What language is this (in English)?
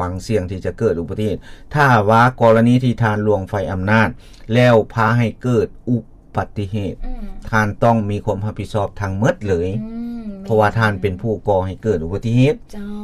Lao